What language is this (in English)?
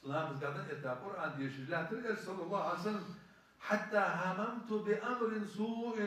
Ingush